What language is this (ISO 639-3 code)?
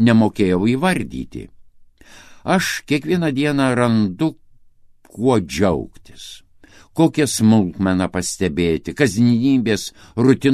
lit